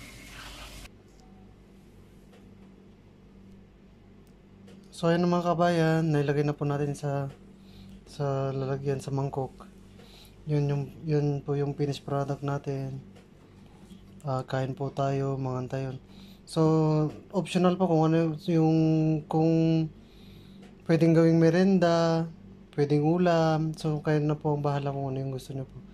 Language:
Filipino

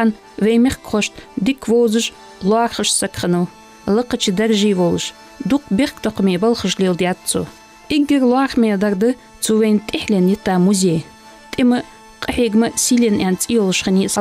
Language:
Ingush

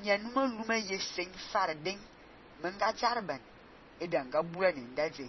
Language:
Fang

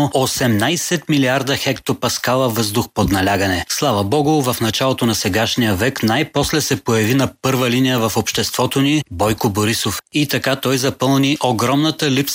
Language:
Bulgarian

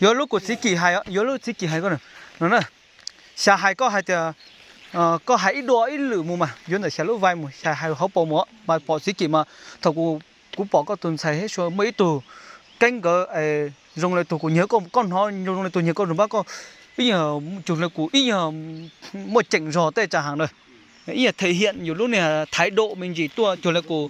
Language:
Hmong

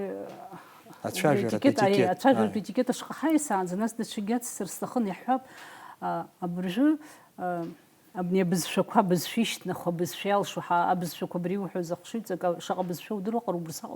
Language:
Abkhazian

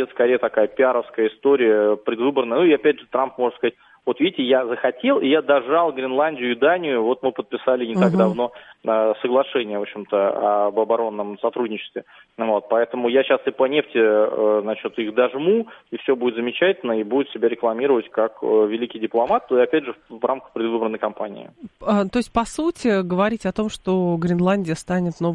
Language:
Russian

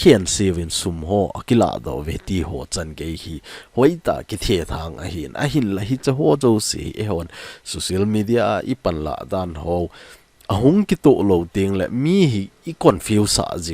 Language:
Thado Chin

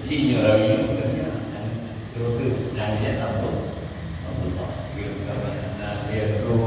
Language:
Achinese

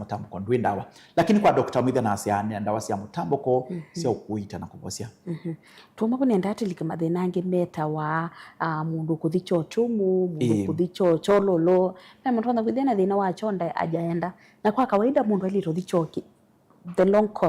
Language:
Kamba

